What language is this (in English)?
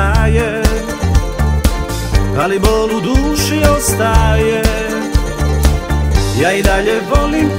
Serbian